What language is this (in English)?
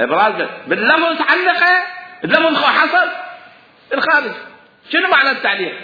Mesopotamian Arabic